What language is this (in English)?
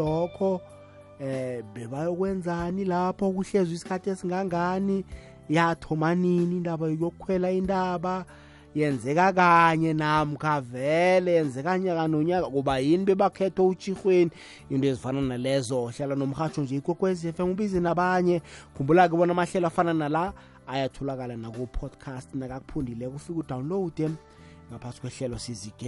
South Ndebele